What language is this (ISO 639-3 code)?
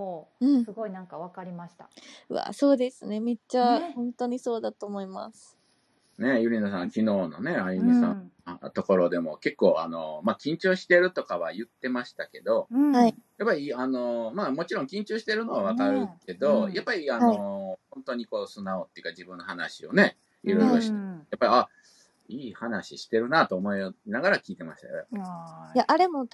jpn